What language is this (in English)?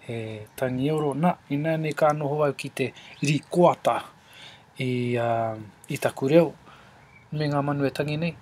Māori